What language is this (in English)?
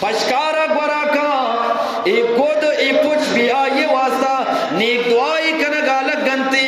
Eastern Balochi